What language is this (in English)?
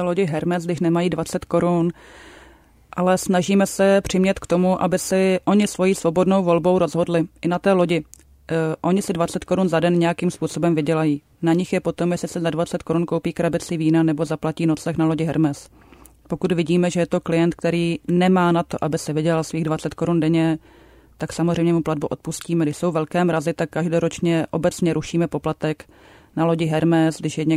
Czech